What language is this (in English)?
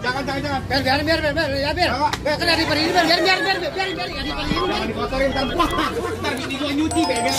Betawi